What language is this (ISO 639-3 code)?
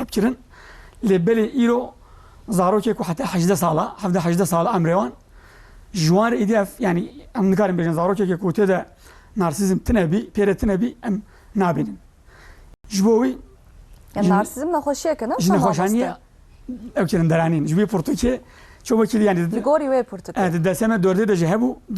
kur